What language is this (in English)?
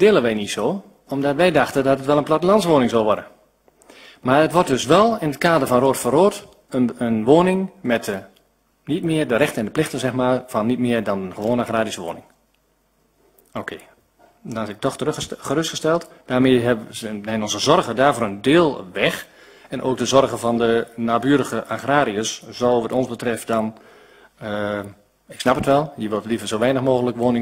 Dutch